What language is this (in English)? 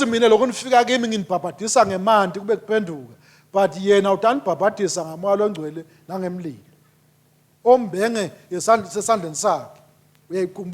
Swati